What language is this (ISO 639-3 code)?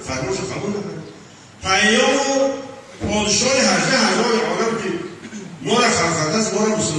tgk